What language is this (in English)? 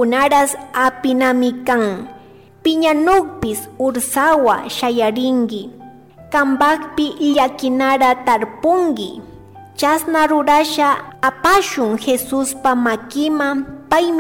Chimborazo Highland Quichua